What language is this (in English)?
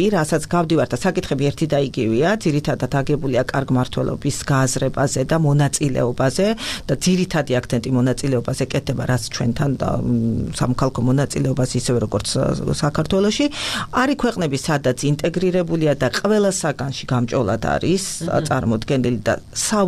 Georgian